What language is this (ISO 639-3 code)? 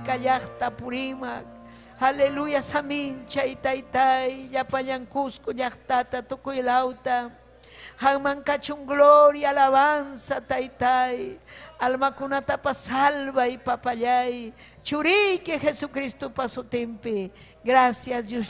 quy